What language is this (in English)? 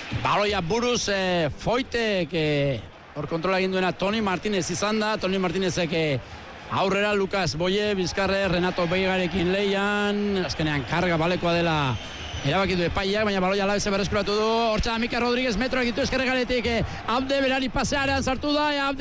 Basque